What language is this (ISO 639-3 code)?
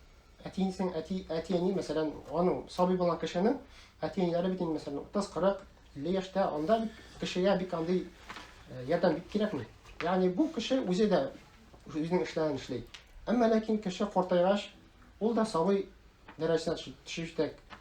tat